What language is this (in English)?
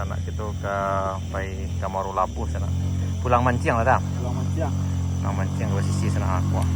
Minangkabau